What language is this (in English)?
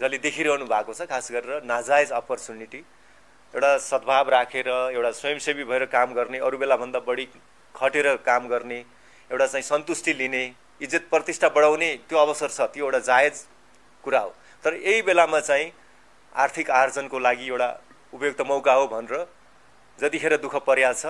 Nepali